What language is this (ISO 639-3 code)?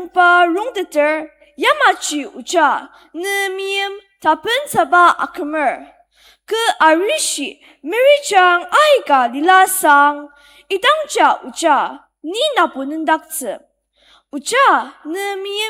njo